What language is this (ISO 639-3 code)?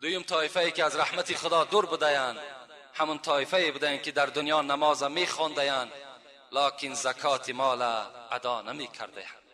tgk